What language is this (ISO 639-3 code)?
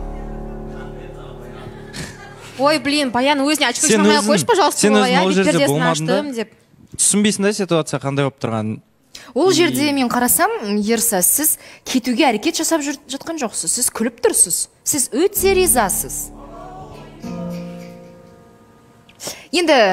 kaz